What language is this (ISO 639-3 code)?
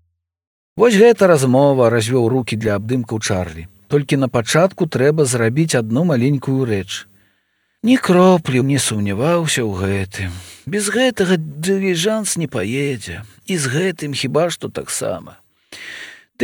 bel